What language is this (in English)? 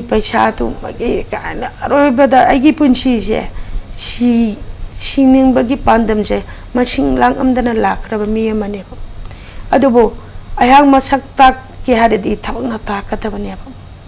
Manipuri